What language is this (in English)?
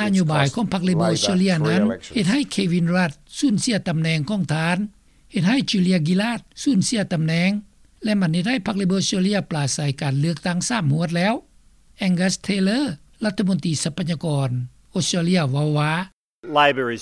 Lao